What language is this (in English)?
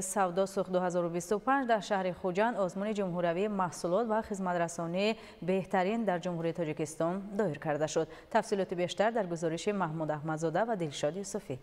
Tajik